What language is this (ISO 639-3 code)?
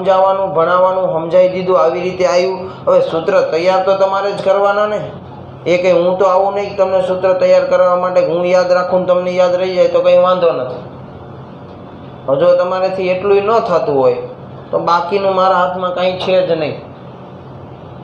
guj